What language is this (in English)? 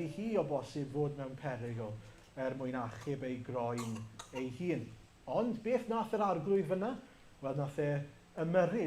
Welsh